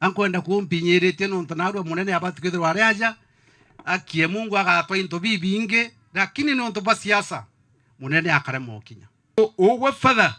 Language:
Meru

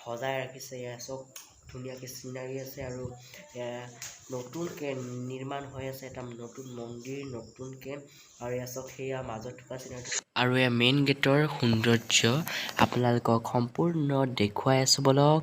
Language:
Assamese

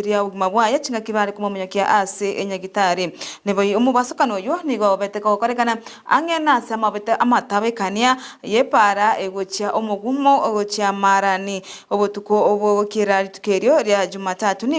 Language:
Gusii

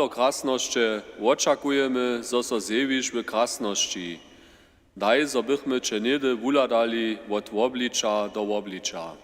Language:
Upper Sorbian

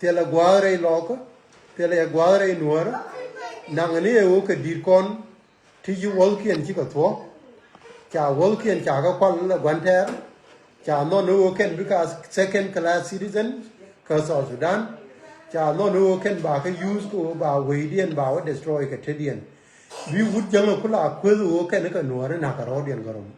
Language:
Nuer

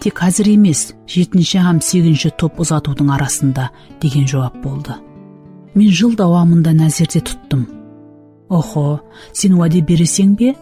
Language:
Kara-Kalpak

